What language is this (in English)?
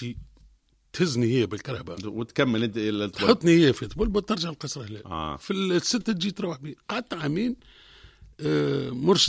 Tunisian Arabic